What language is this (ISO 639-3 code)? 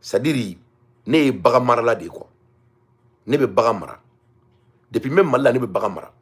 bam